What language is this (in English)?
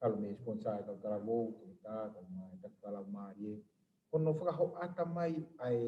Tongan